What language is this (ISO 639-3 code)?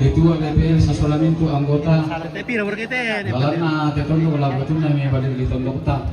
sda